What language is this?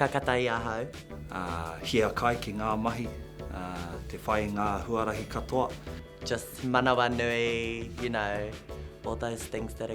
Māori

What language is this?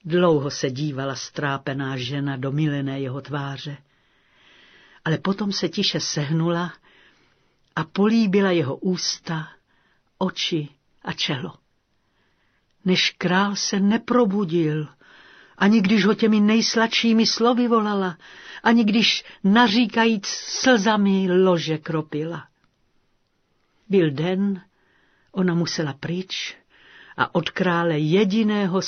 Czech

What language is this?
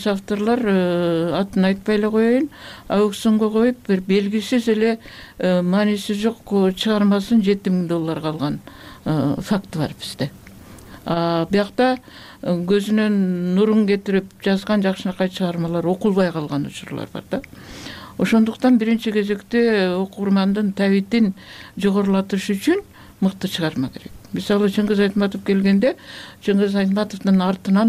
Kyrgyz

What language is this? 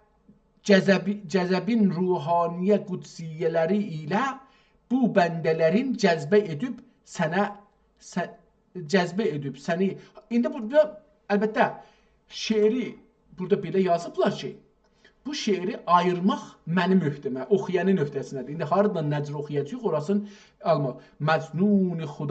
South Azerbaijani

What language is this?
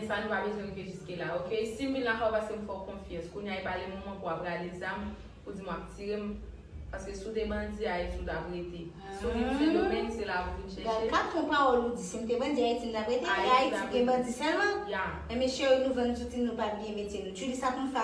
Haitian Creole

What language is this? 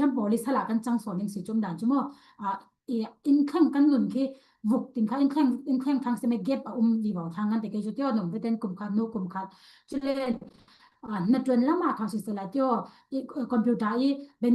Falam Chin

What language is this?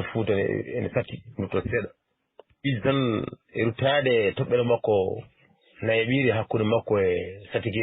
Fula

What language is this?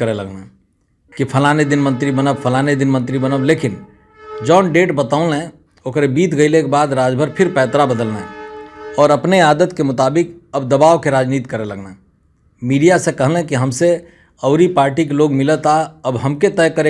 Bhojpuri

